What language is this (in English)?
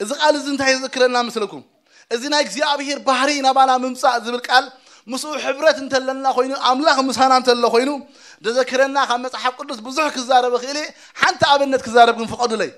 Tigrinya